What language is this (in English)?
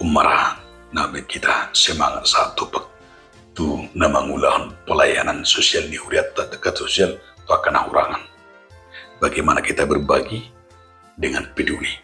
Batak Toba